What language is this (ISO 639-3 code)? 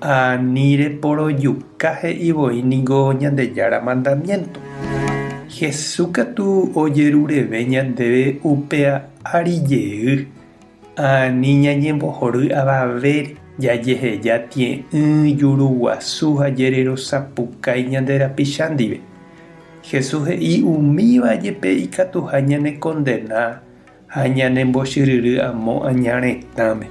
grn